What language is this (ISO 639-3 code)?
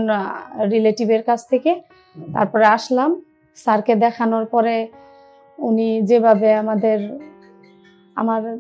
ben